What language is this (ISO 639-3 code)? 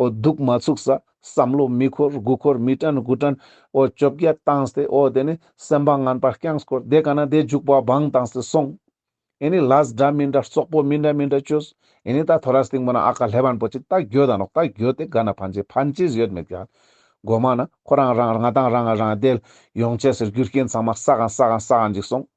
lbj